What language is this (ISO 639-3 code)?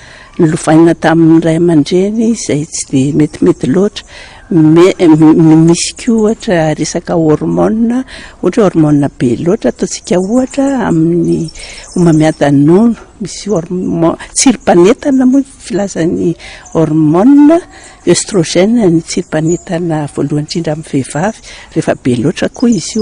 mlg